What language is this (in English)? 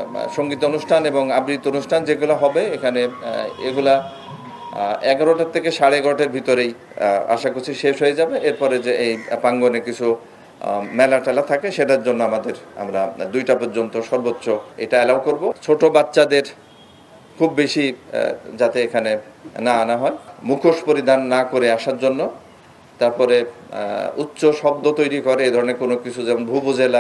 Bangla